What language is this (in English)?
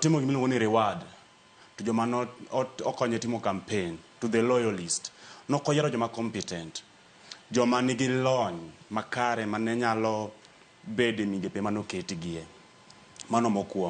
Luo (Kenya and Tanzania)